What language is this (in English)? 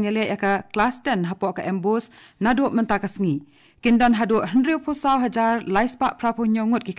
Khasi